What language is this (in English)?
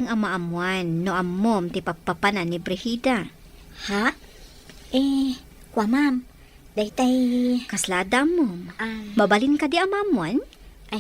Iloko